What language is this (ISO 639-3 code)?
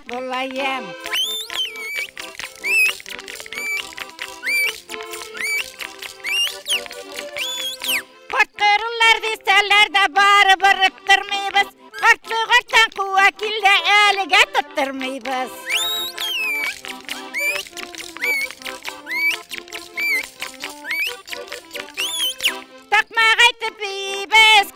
tat